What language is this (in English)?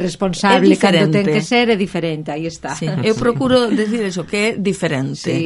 Galician